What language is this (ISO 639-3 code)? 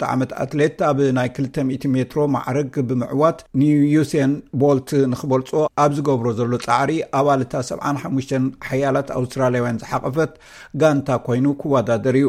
tir